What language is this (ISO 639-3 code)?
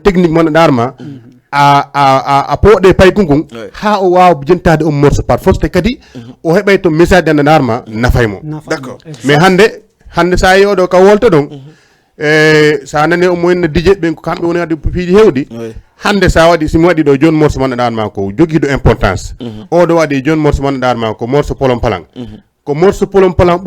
ful